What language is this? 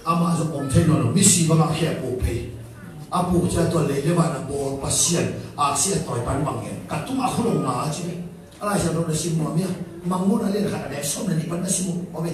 Tedim Chin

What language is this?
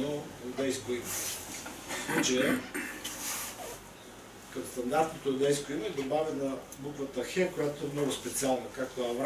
Bulgarian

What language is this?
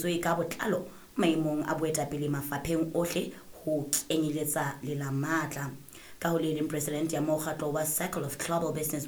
Southern Sotho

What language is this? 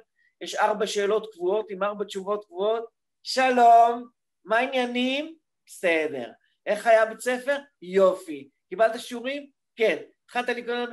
Hebrew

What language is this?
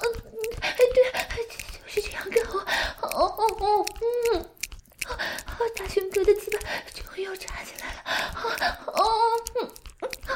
Chinese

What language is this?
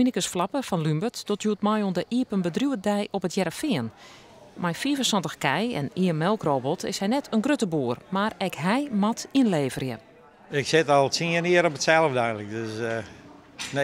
Western Frisian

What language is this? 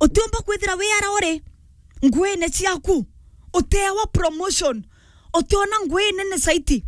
Meru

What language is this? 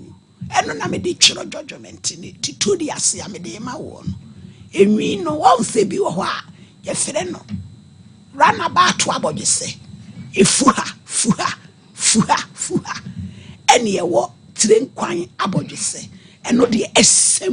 Akan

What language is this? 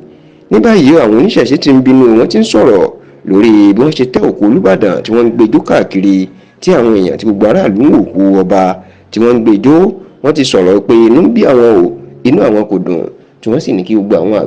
Yoruba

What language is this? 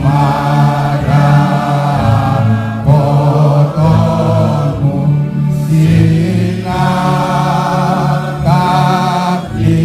Batak Toba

